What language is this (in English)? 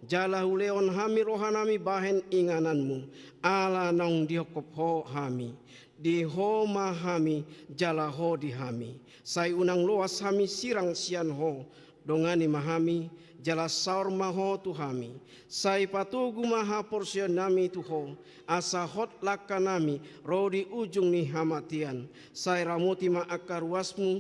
Batak Toba